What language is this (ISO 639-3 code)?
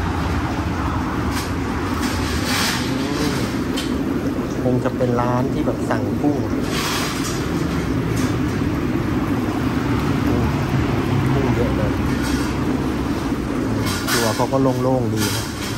tha